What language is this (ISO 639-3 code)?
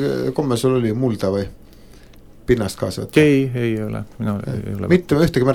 est